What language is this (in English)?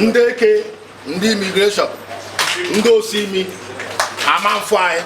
Igbo